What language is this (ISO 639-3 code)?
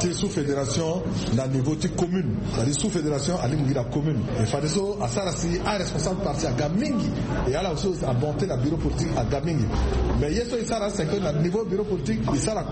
sag